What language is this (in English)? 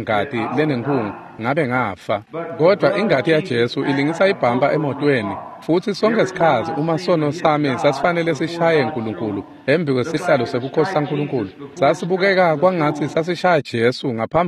Swati